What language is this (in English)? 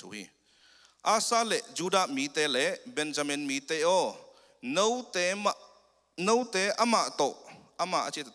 Tedim Chin